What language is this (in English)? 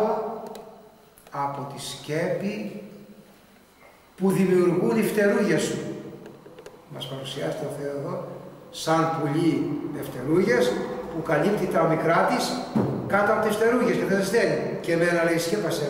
Greek